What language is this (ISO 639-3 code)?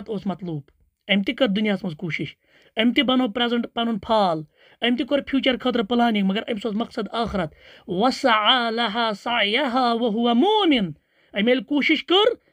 kas